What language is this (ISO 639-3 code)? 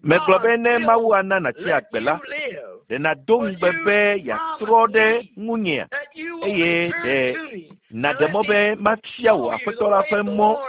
ewe